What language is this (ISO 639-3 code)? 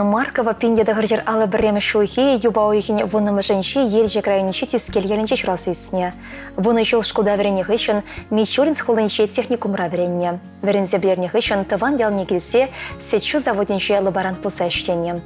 chv